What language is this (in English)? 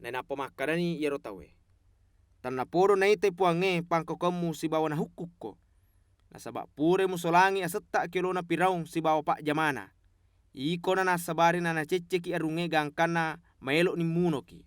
Buginese